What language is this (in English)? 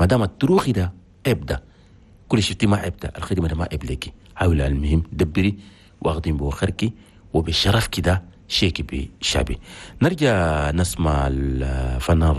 Chadian Arabic